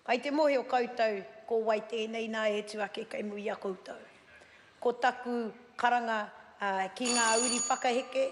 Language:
Māori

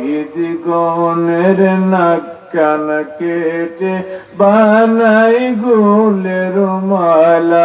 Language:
Sylheti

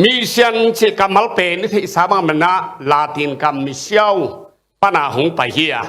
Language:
Tedim Chin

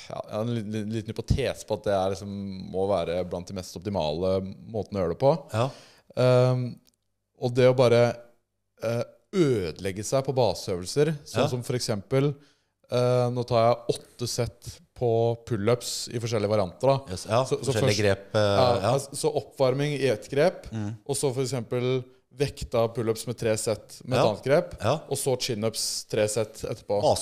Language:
Norwegian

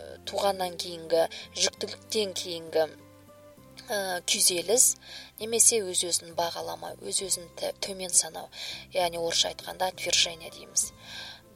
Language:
Kazakh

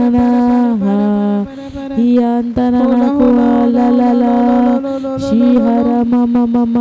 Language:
Tem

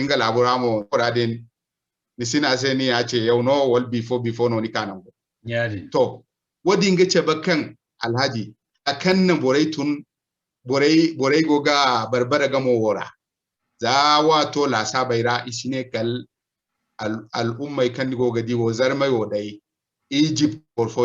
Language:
Zarma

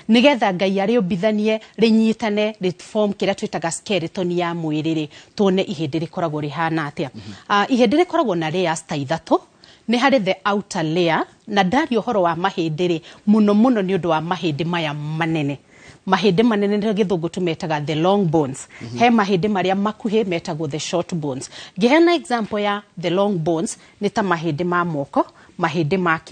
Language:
Kikuyu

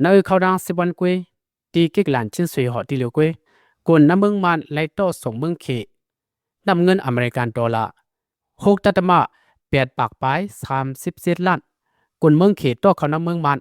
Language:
Lao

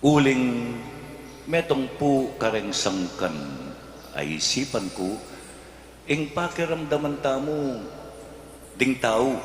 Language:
Pampanga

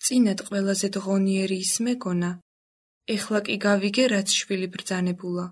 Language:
Georgian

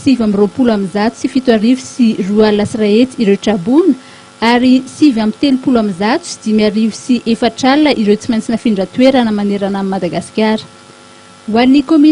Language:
Malagasy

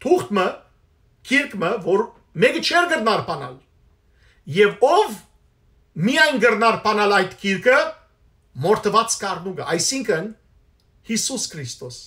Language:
Western Armenian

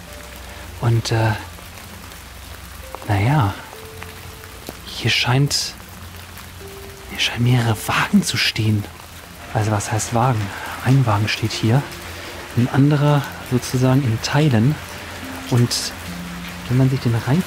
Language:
German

